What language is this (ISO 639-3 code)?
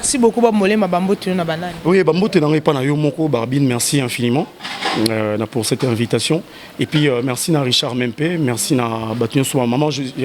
lin